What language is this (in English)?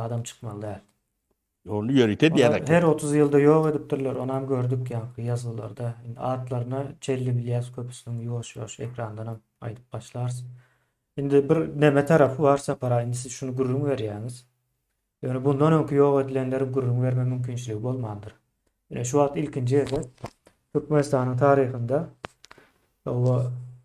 Turkmen